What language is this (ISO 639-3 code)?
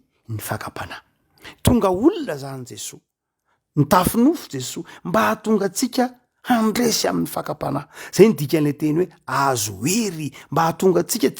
mlg